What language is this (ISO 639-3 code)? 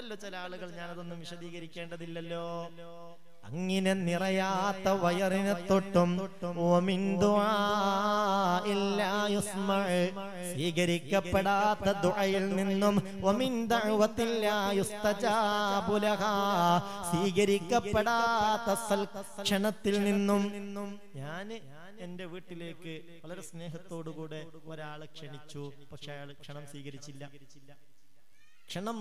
mal